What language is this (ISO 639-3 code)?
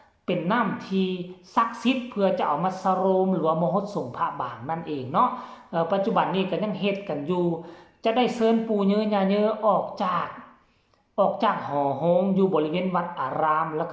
lao